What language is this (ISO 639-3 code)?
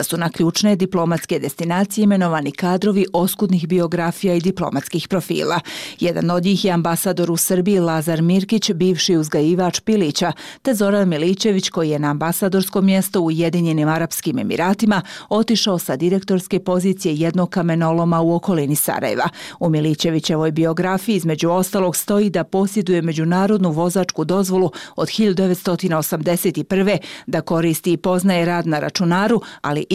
bos